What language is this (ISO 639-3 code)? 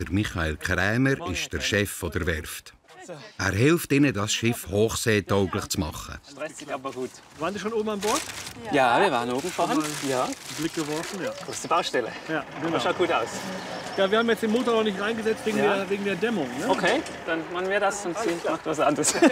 gsw